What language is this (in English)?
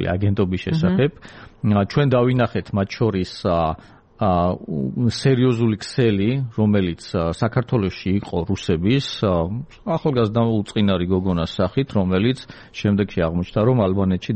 Georgian